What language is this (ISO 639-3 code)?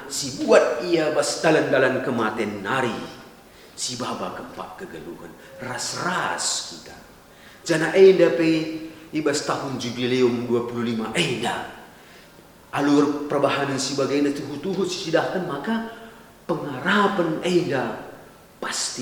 btx